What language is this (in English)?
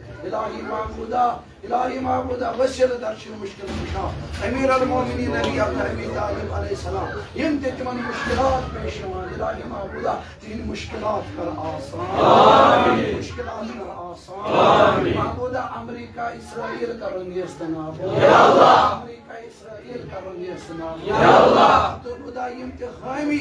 Kashmiri